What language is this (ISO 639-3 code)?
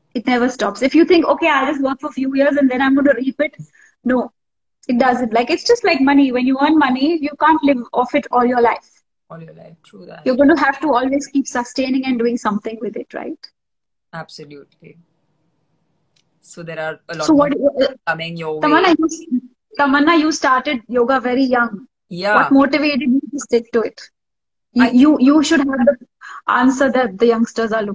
eng